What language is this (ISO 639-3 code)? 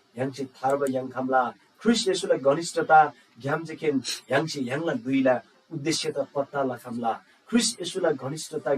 taj